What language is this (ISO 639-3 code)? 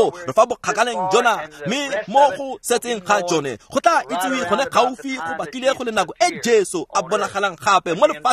tsn